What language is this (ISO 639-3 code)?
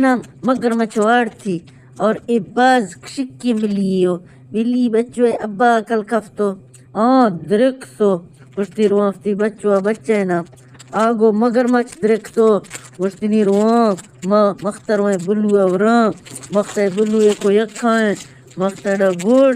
bgp